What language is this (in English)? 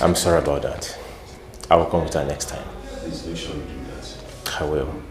Nigerian Pidgin